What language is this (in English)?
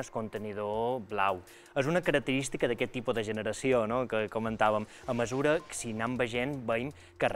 Catalan